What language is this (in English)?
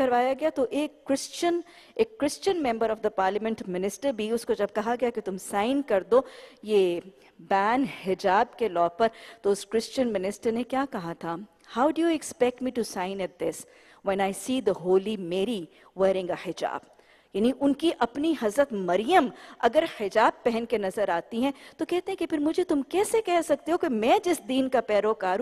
Urdu